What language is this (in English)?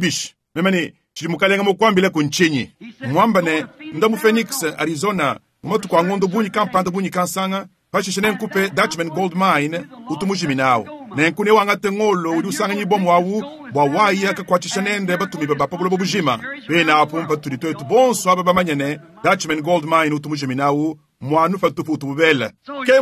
Luba-Lulua